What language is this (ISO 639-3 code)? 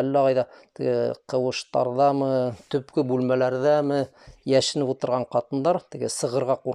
bak